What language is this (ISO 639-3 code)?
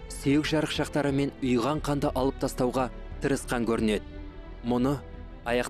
kaz